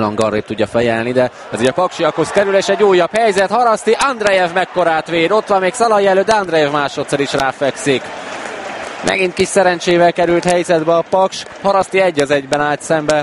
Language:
Hungarian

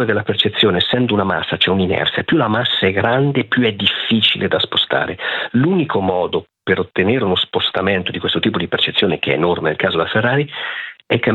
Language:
Italian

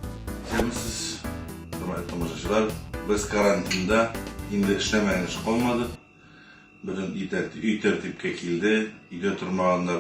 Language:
Tatar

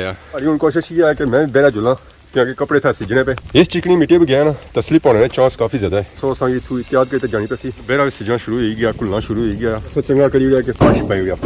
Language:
Pahari-Potwari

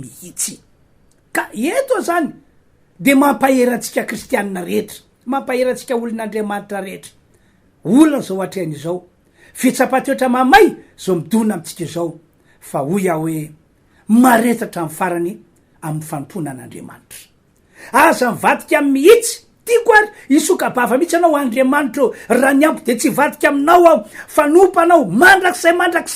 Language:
Malagasy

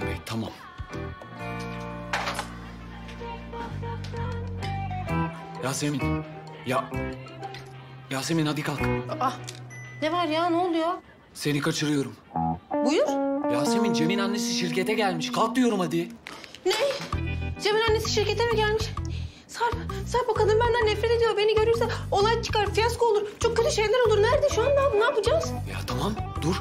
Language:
Turkish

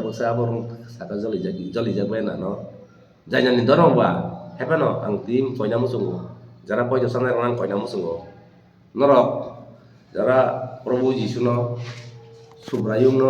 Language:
Kok Borok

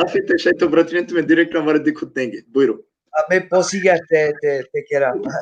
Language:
Balkan Romani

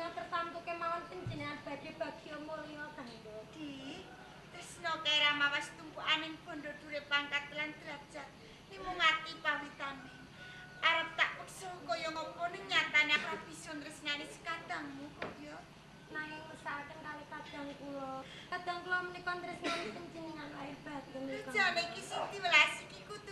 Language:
Javanese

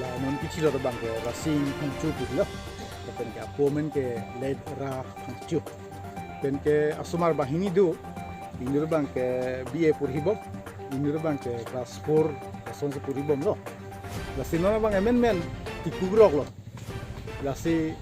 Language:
Karbi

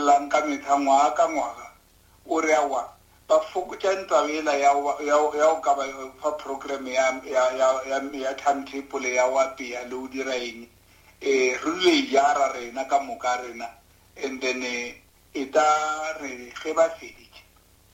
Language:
Northern Sotho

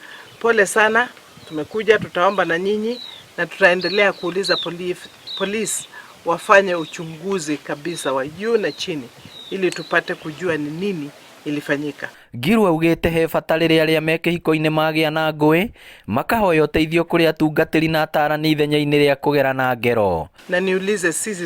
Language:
Kikuyu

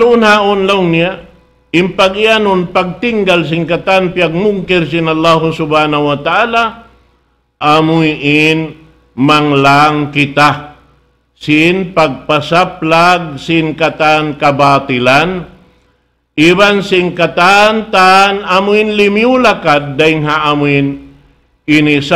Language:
Tausug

